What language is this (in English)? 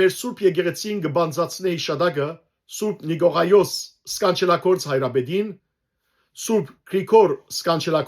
Western Armenian